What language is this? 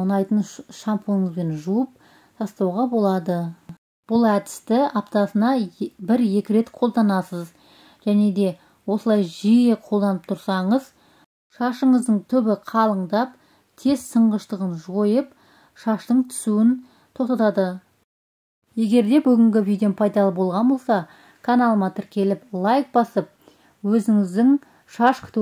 Kazakh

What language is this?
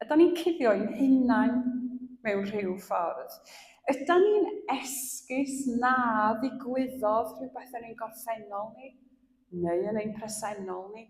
Welsh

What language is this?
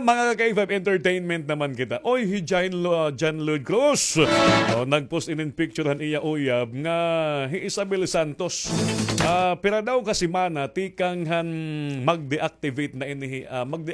Waray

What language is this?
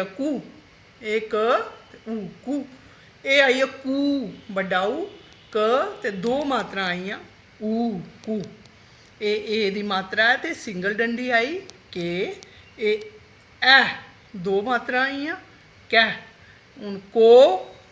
Dogri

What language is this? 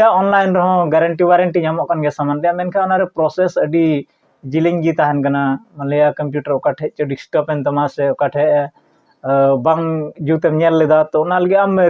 Santali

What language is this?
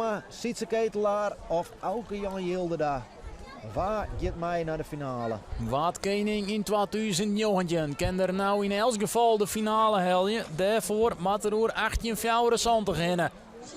Western Frisian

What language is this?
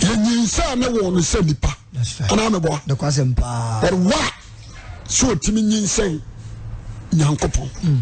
Akan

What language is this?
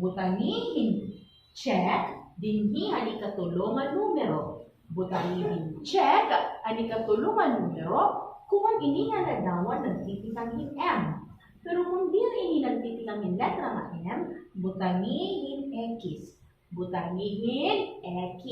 Waray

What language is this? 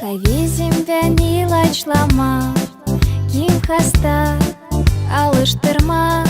Gagauz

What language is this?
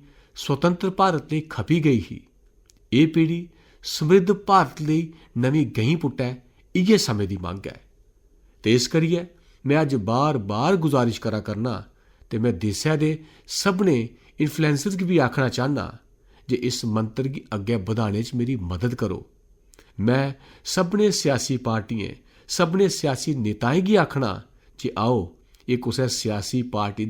Dogri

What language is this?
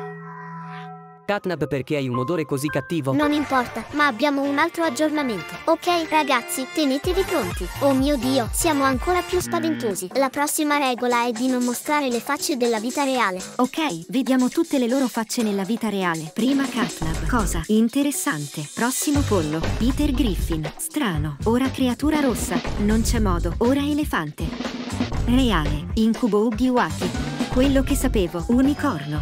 Italian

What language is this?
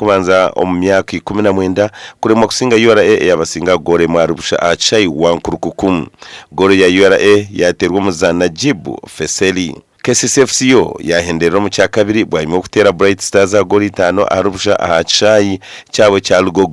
Nyankole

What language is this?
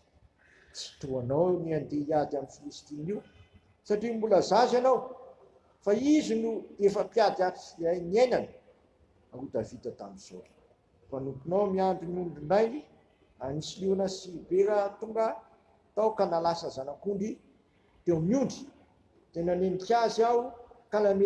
Malagasy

